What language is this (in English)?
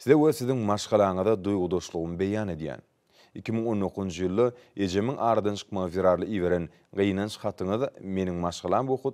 Turkmen